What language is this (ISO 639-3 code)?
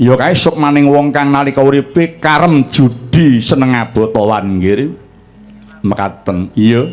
jav